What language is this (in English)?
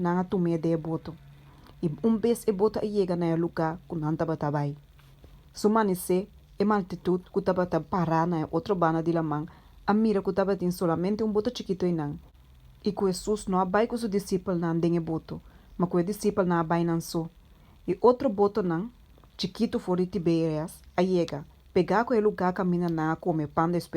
Papiamento